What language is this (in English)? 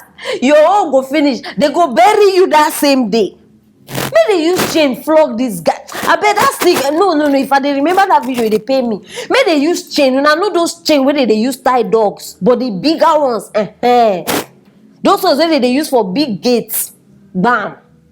Nigerian Pidgin